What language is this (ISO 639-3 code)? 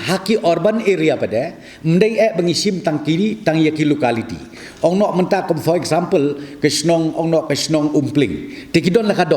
kha